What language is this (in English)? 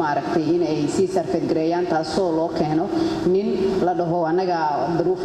Somali